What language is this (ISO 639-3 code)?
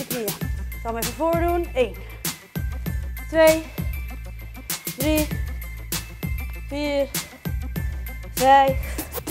nld